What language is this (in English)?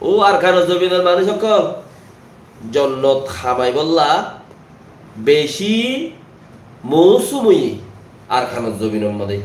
Rohingya